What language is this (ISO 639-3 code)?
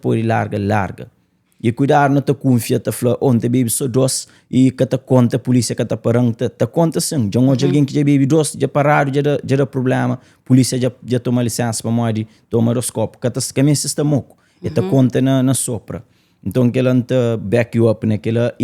kea